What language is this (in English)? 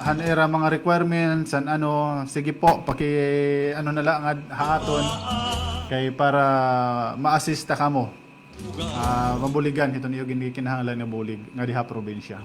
Waray